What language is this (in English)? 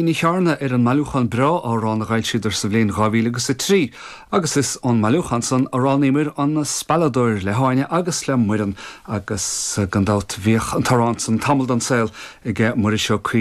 Irish